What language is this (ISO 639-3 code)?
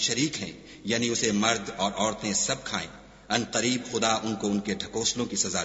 urd